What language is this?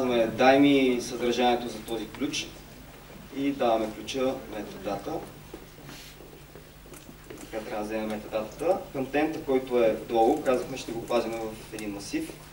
Bulgarian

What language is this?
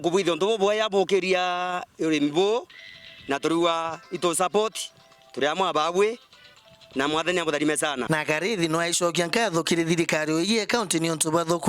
Meru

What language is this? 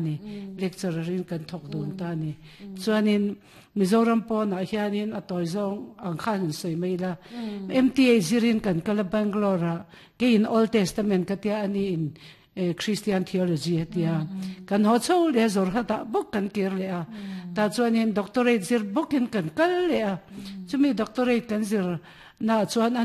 Mizo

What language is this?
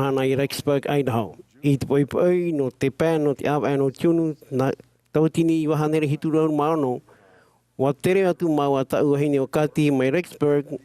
Tahitian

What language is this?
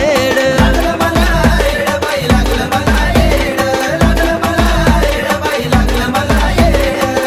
Marathi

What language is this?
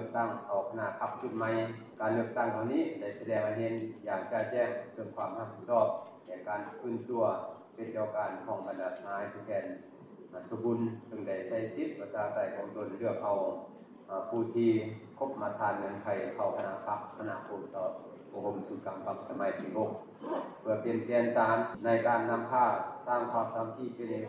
Lao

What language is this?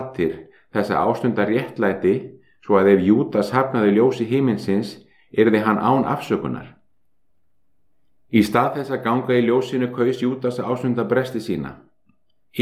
Icelandic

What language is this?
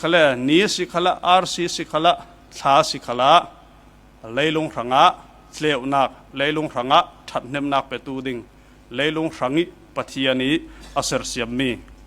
Falam Chin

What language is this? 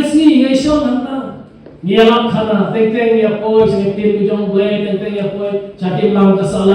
Khasi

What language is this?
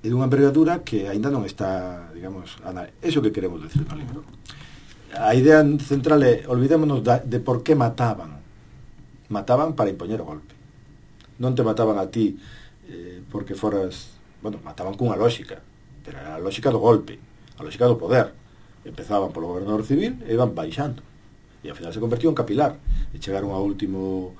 Galician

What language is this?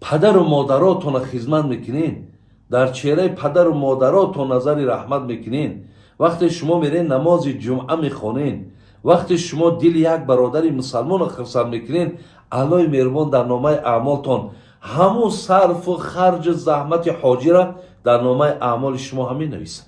Tajik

